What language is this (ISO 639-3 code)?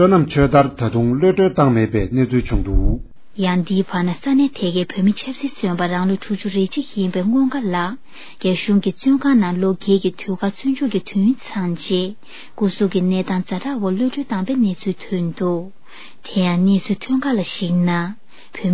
bod